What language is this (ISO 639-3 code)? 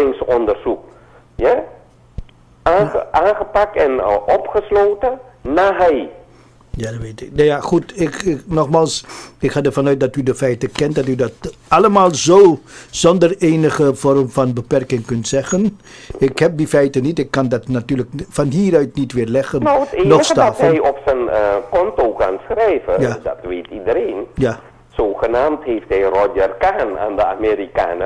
nld